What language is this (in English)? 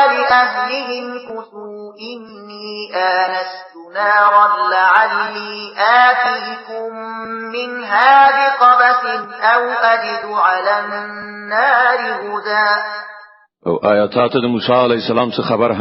Pashto